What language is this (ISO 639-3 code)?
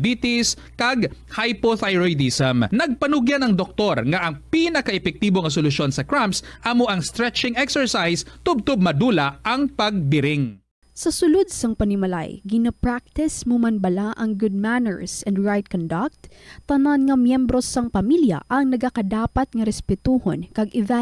hil